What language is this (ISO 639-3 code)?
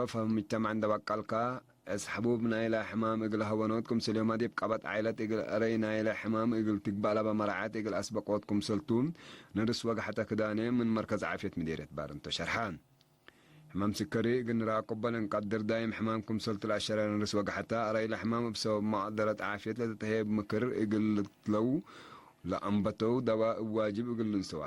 tig